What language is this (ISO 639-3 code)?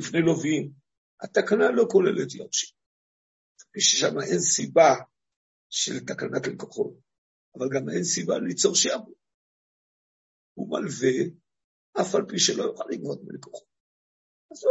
heb